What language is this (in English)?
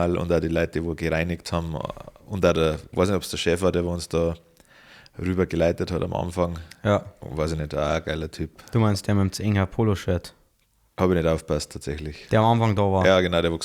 Bavarian